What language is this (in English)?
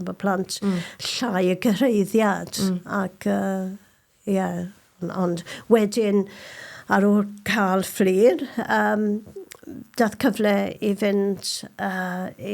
Welsh